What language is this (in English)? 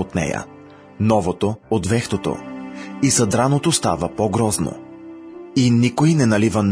Bulgarian